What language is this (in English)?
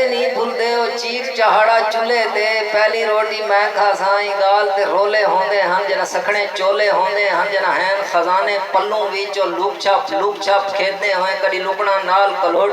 Saraiki